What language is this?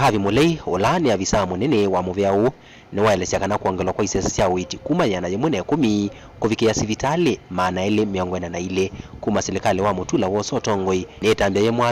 Kamba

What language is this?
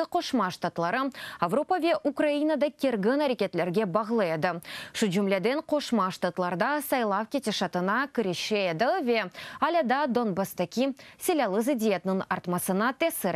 Crimean Tatar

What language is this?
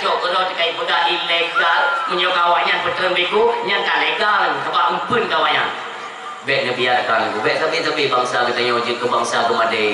Achinese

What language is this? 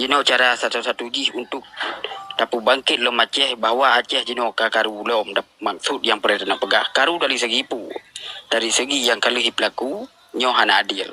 Achinese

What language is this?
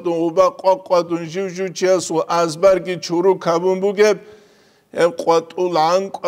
Avaric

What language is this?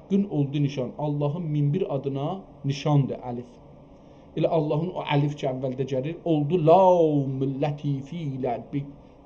South Azerbaijani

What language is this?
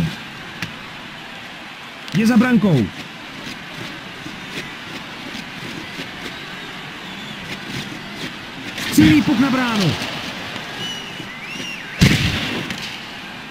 Czech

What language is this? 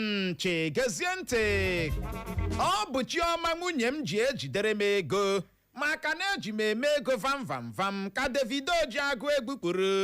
Igbo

